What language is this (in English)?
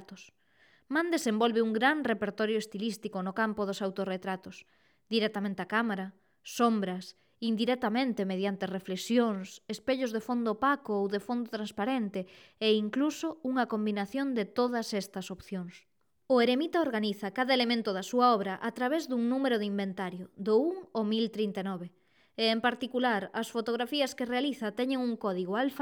Galician